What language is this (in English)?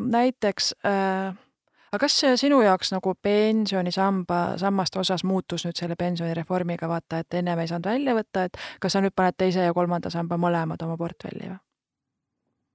Estonian